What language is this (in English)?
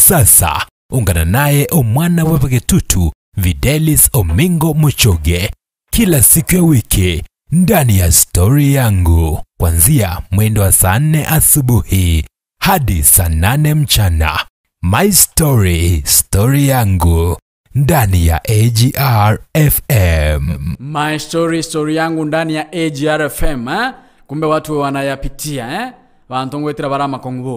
Gusii